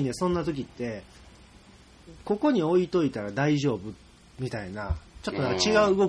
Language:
Japanese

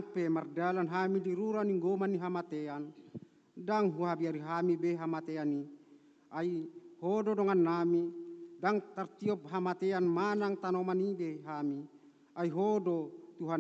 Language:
Batak Toba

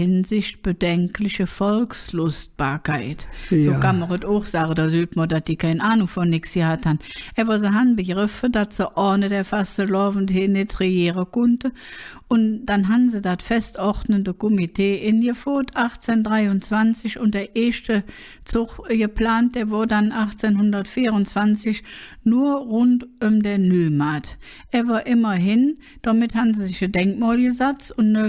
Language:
Colognian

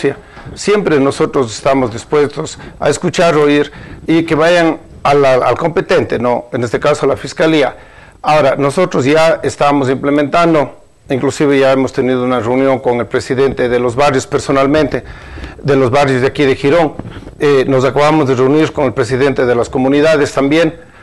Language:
Spanish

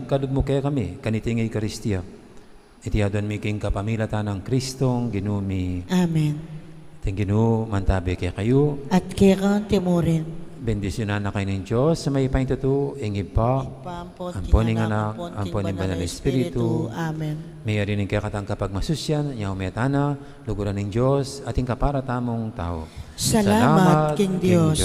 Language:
Pampanga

